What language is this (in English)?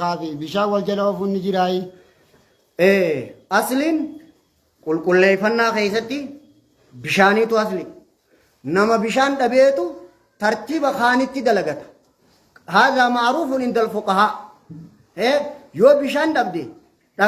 Oromo